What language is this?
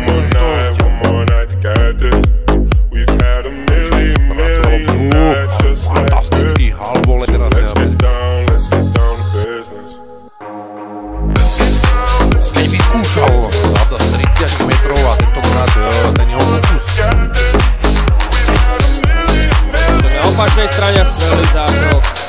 Slovak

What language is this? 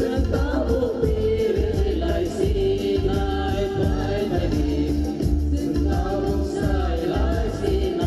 Kok Borok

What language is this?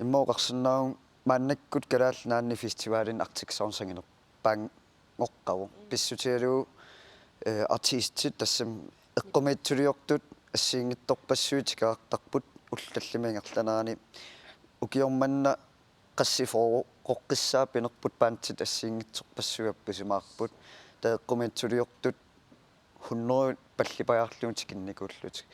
Kalaallisut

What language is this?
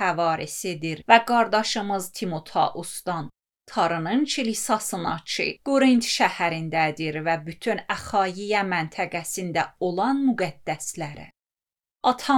Azerbaijani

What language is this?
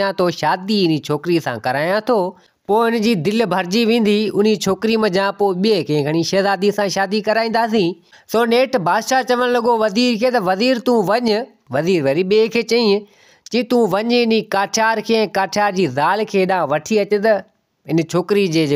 Sindhi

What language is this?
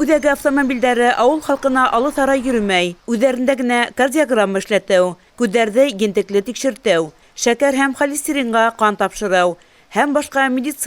Bashkir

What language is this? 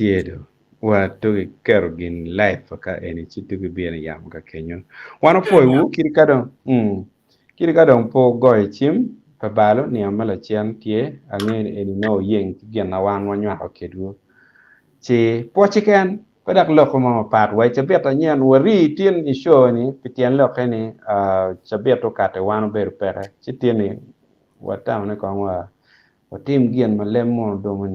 Acoli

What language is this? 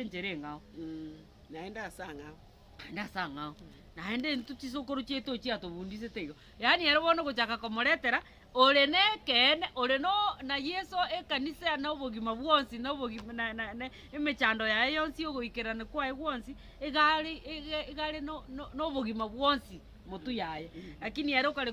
Gusii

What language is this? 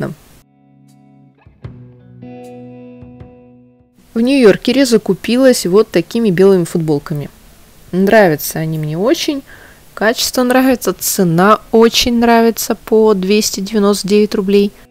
Russian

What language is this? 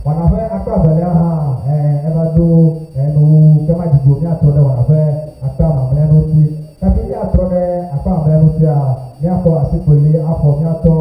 Ewe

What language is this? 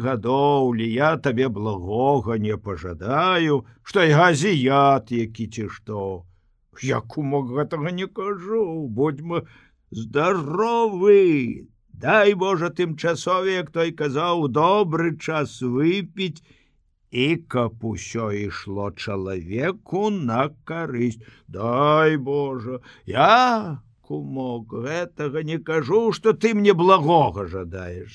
Belarusian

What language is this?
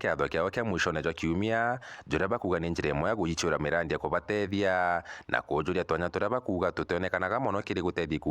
Meru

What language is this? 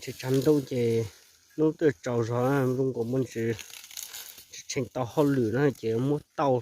Hmong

